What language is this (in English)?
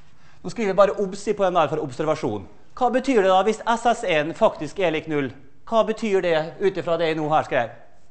Norwegian